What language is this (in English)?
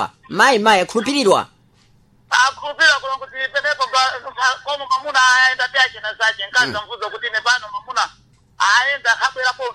Sena